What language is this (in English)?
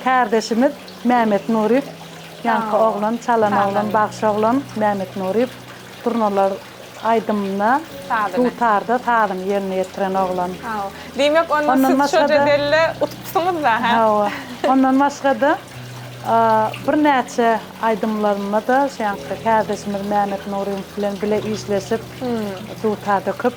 Turkmen